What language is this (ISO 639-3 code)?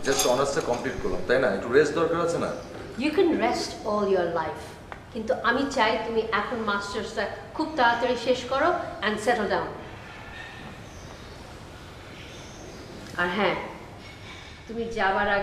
ben